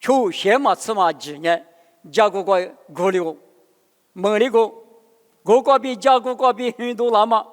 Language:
Lisu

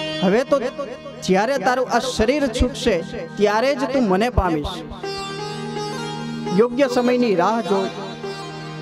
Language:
Gujarati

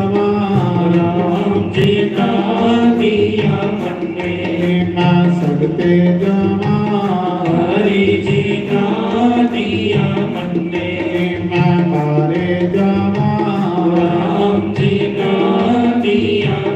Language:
Dogri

